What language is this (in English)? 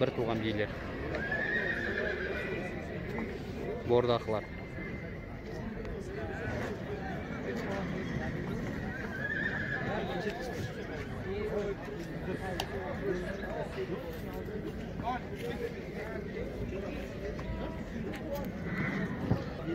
Kazakh